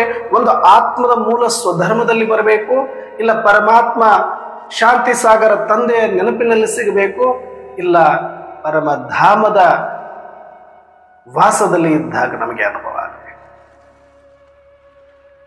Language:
Kannada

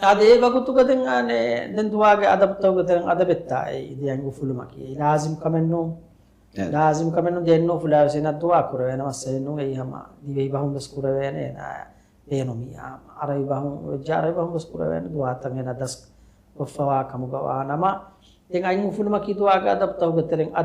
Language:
Divehi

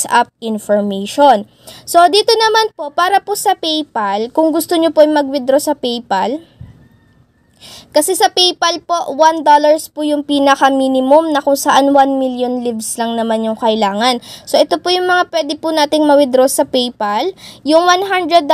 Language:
Filipino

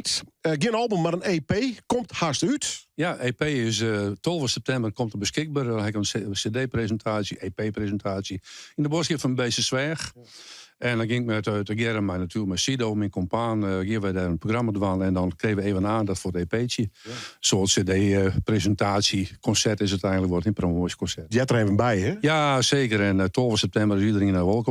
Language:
Western Frisian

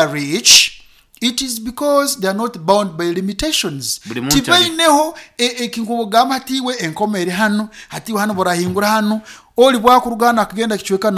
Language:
Nyankole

